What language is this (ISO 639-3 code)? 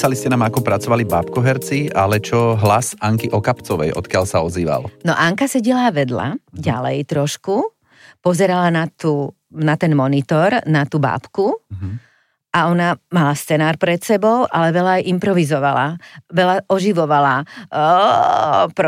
slk